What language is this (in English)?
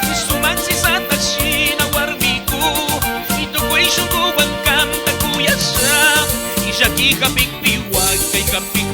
Chimborazo Highland Quichua